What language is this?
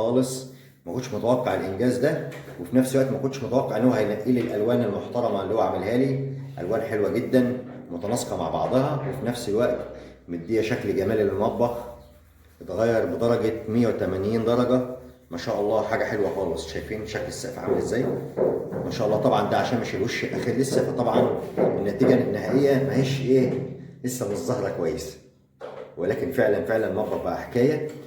Egyptian Arabic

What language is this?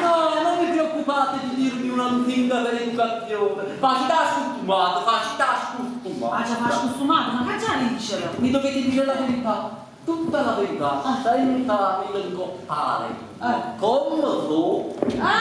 Neapolitan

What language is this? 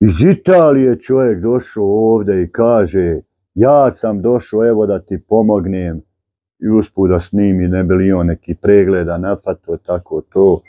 Bosnian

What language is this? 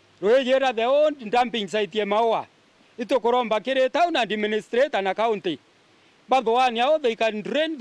Meru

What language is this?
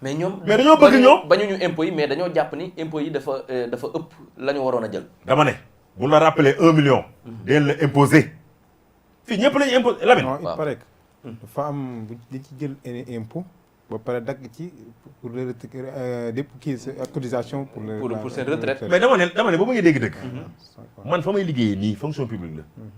Wolof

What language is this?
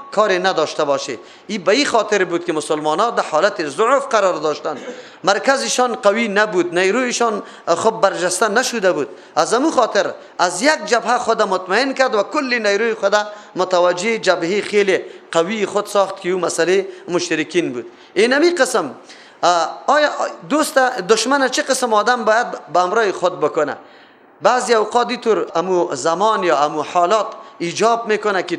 Persian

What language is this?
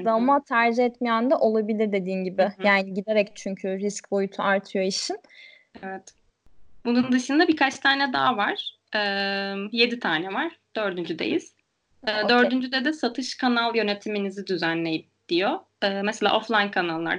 Turkish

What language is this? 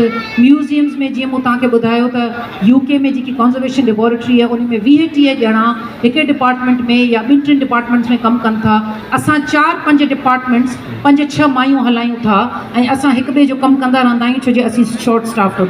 Sindhi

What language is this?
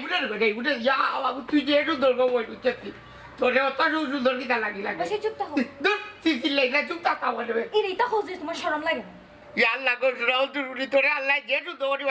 Sylheti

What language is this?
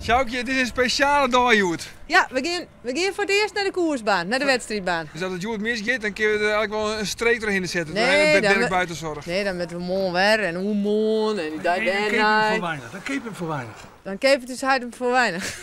Western Frisian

